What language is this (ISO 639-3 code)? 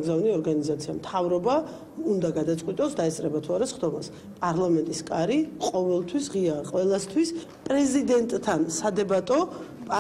kat